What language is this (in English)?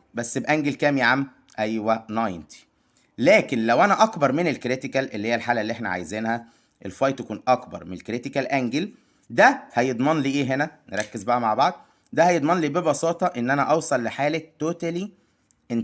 Egyptian Arabic